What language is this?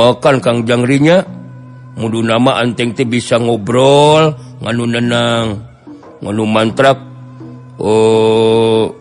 Sundanese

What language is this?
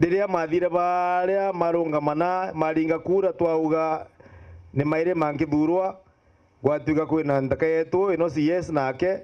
Meru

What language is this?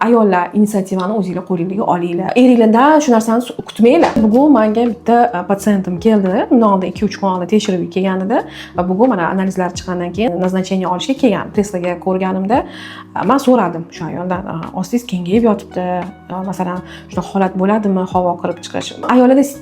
Uzbek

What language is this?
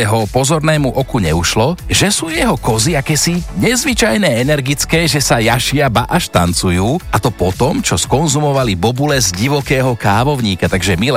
Slovak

